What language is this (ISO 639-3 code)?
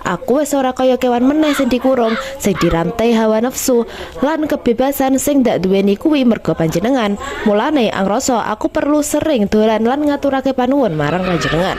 jav